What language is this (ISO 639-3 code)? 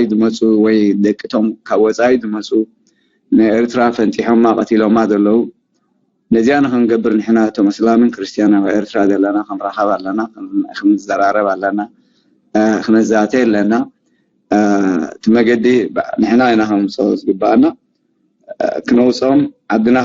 tir